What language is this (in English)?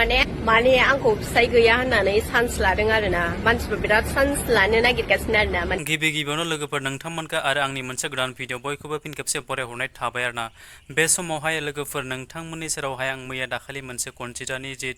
Bodo